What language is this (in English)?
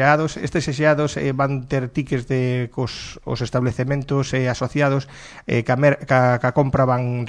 Galician